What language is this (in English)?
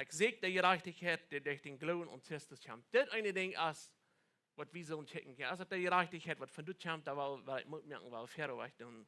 Plautdietsch